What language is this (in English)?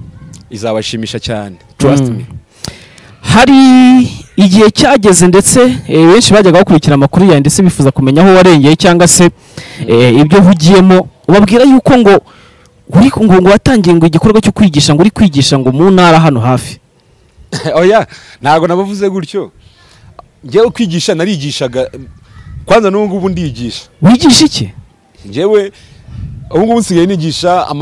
Kinyarwanda